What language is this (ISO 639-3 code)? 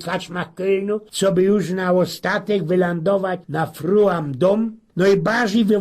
szl